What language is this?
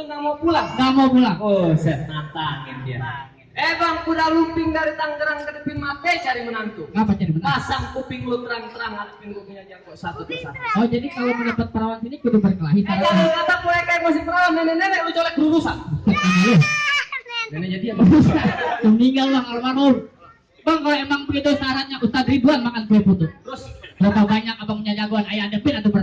Betawi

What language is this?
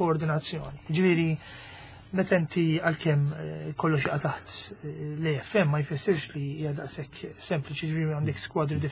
Maltese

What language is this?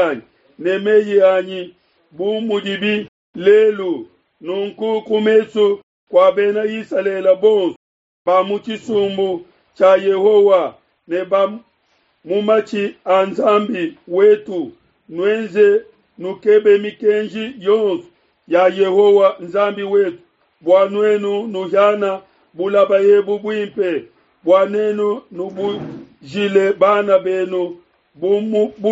Luba-Lulua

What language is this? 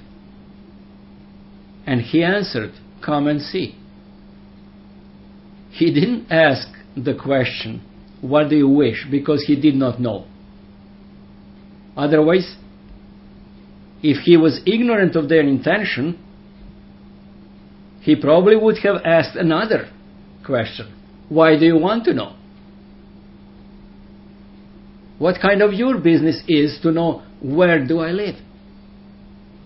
English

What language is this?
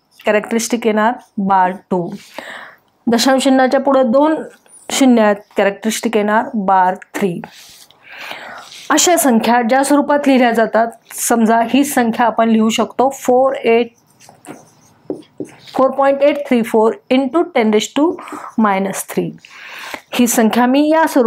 Marathi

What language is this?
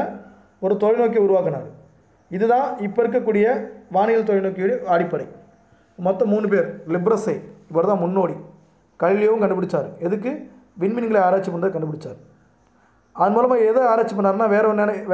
Tamil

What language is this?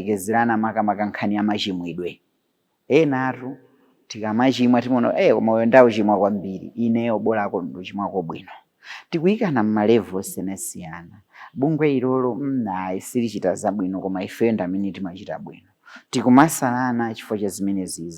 Nyanja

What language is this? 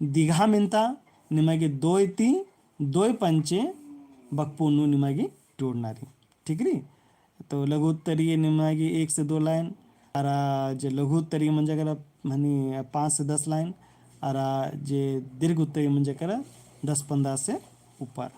Kurukh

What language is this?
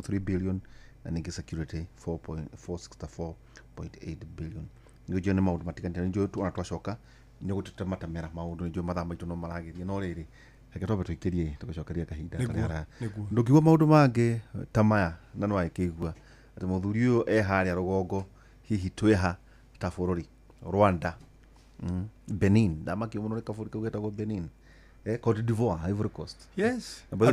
Kikuyu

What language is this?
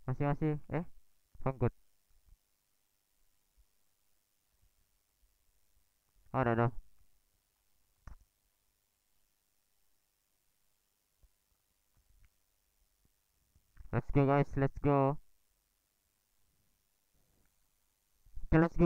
Malay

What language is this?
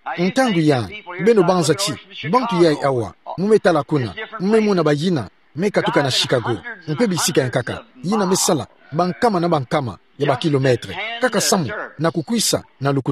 Kituba (Democratic Republic of Congo)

